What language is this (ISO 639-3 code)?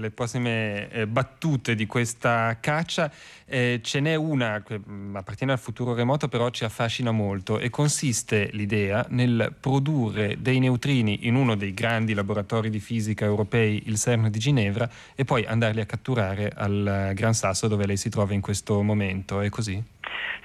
ita